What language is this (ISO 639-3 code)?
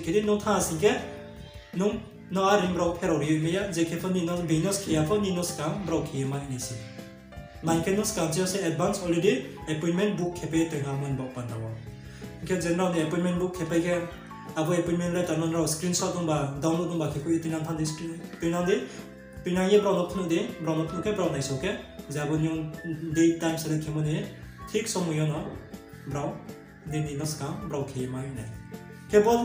ria